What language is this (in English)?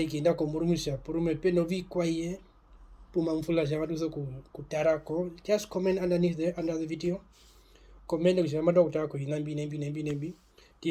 Herero